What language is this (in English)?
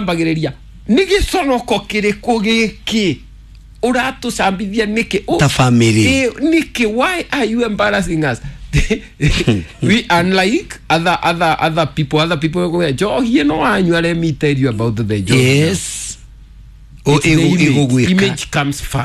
Kikuyu